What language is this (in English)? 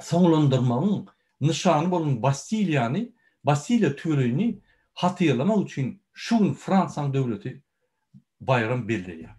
Turkmen